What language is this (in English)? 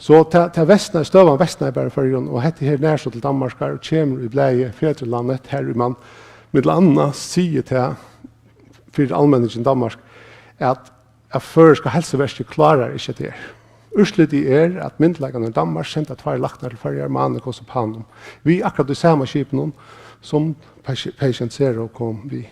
Faroese